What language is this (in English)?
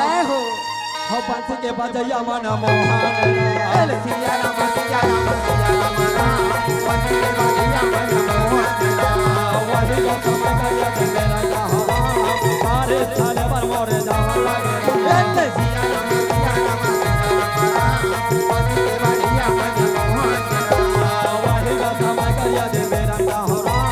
Chhattisgarhi